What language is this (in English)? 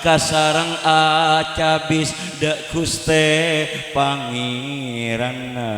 Madurese